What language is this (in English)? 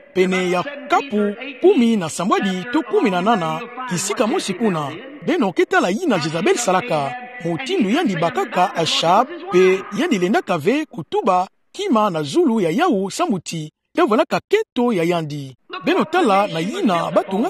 Kituba (Democratic Republic of Congo)